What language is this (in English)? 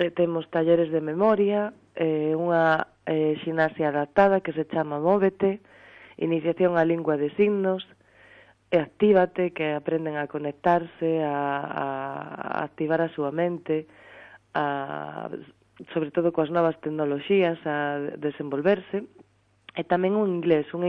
Galician